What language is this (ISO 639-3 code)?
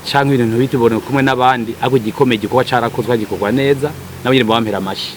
run